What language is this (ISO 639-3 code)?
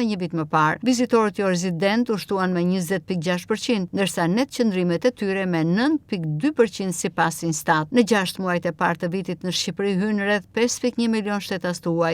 sqi